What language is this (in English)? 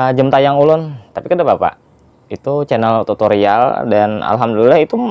Banjar